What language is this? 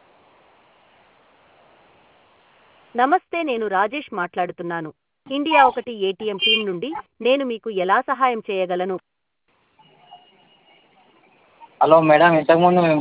Telugu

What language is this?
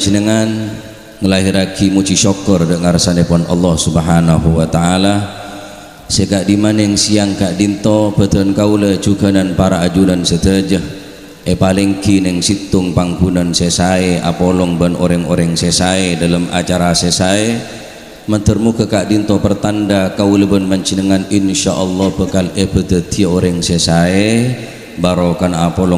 Madurese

